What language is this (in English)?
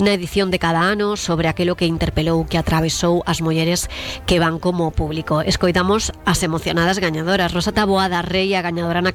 Galician